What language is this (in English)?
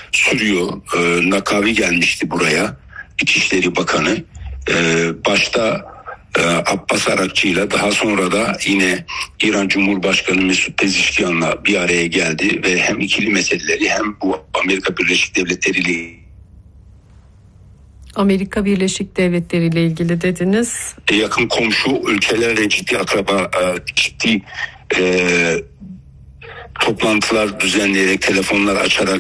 Turkish